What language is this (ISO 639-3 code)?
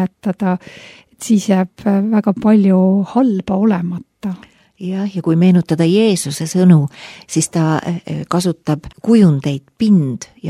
est